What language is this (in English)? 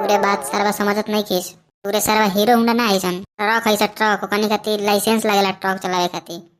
Bhojpuri